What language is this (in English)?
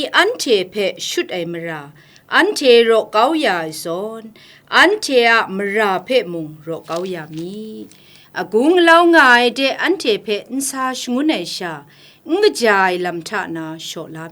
Kachin